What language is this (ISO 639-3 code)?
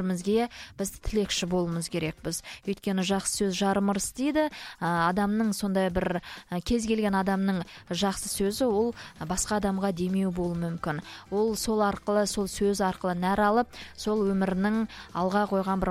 kaz